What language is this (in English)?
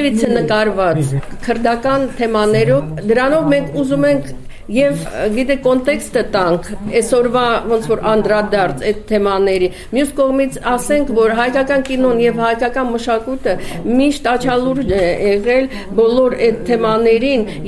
Armenian